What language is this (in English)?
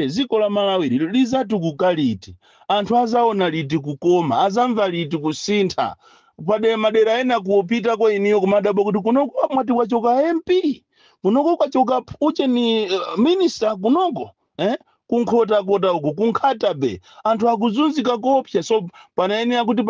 Nyanja